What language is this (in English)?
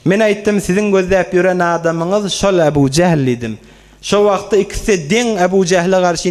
Turkmen